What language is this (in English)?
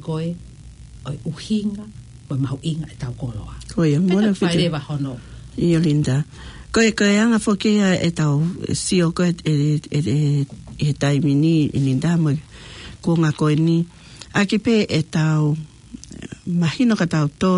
Tongan